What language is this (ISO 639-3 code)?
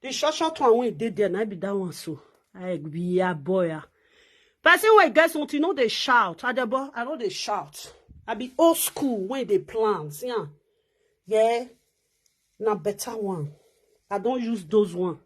pcm